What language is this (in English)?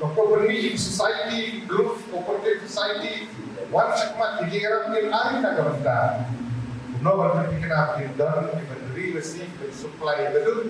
Khasi